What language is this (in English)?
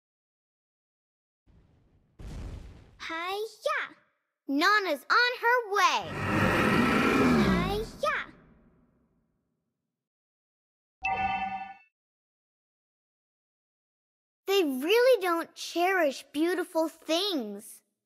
English